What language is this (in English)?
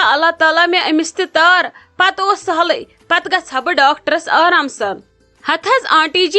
Kashmiri